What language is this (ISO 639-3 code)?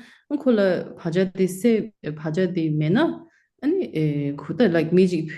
bod